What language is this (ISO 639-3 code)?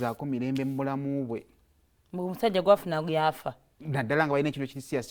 lug